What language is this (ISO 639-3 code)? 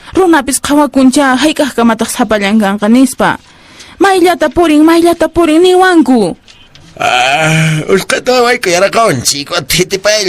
que